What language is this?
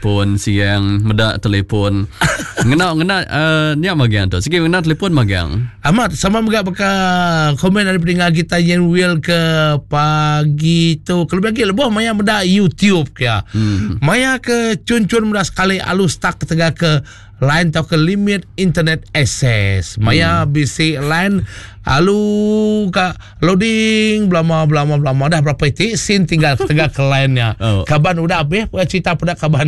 Iban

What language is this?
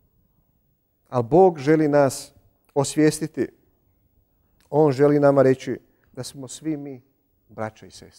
Croatian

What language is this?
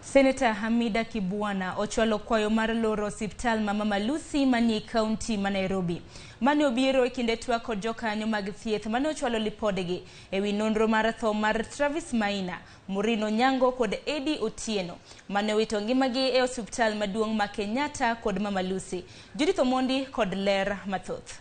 Luo (Kenya and Tanzania)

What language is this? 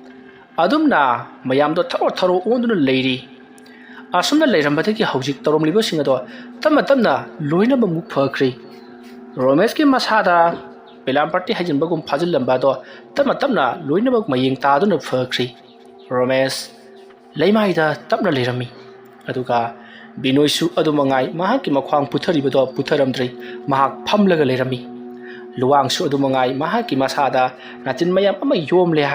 Manipuri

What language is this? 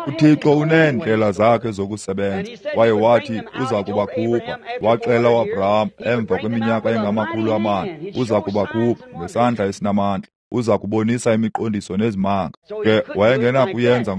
Xhosa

